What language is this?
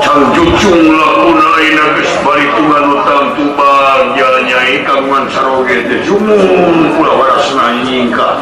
Sundanese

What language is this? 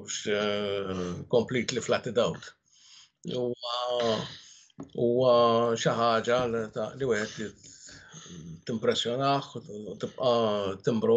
Maltese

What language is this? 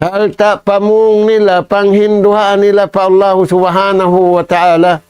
Tausug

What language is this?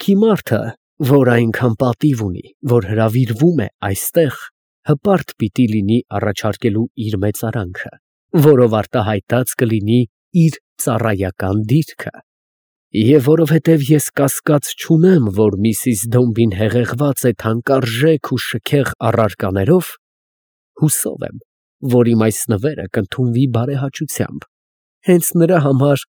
Armenian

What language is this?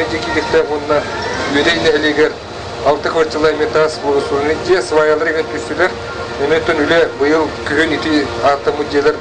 Yakut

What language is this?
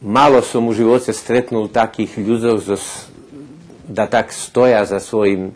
Rusyn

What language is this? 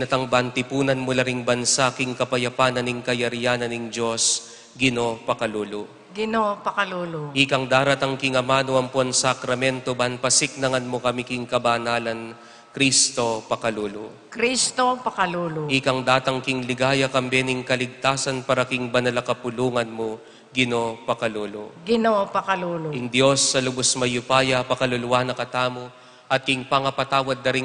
Pampanga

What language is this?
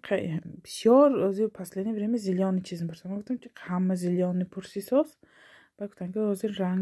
Tajik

